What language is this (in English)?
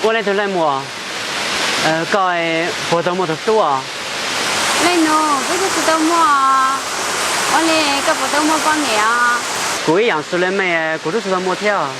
Hmong